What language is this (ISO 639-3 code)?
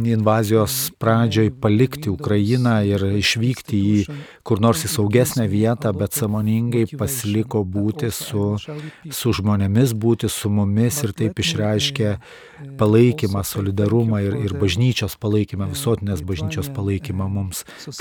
lit